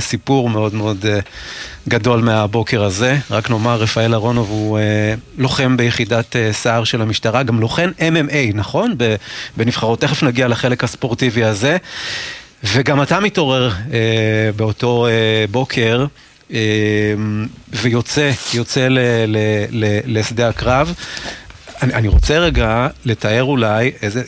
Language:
Hebrew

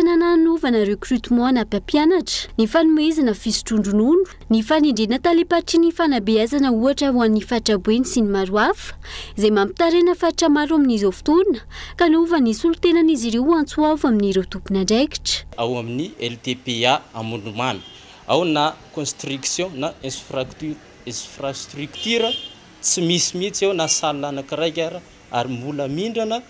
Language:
Malagasy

